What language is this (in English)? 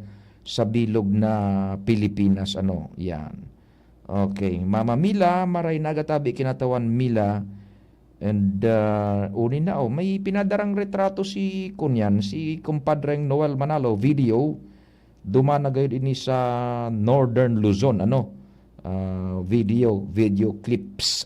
Bikol